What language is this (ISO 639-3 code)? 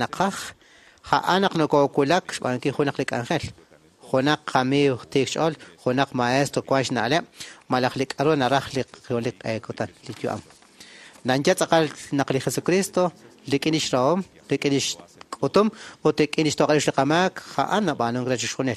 kek